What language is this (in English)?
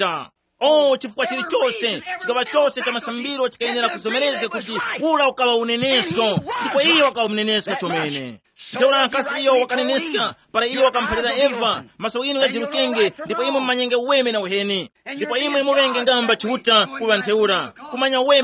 Tumbuka